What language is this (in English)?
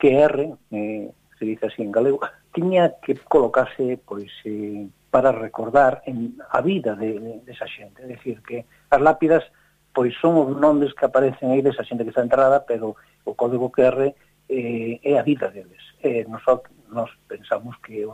Galician